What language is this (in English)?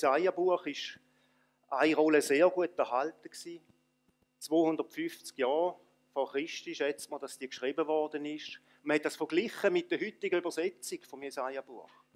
Swiss German